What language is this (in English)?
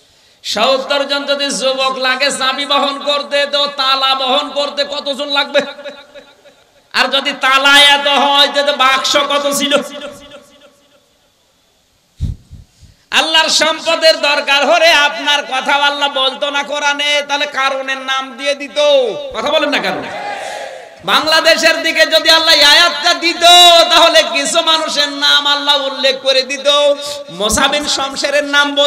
Bangla